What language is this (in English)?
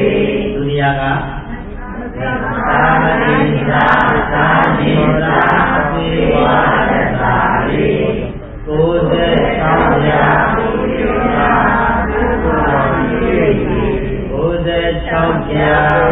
Burmese